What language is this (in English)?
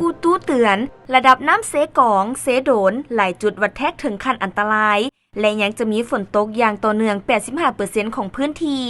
Lao